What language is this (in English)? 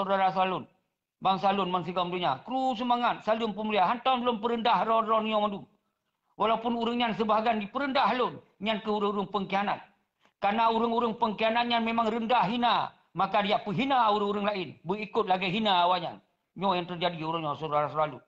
Achinese